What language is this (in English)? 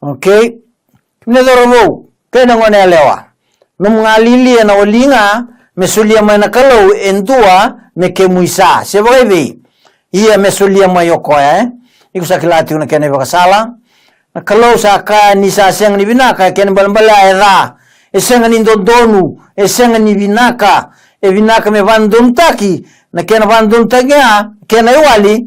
Fijian